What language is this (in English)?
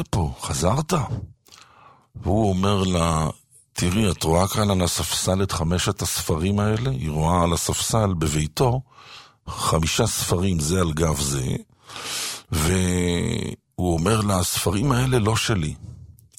Hebrew